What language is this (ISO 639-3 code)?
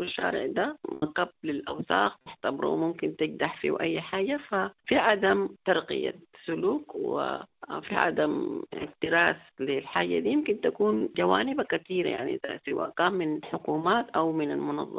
apd